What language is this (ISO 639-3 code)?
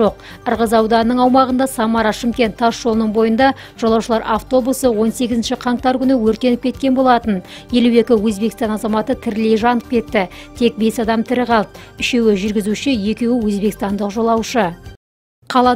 kaz